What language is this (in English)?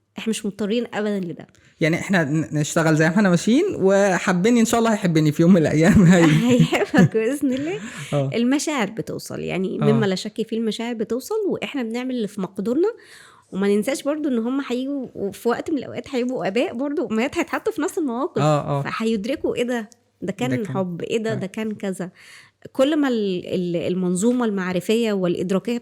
Egyptian Arabic